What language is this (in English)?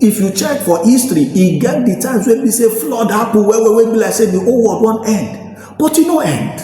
Nigerian Pidgin